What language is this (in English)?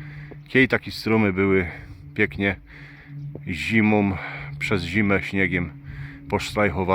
Silesian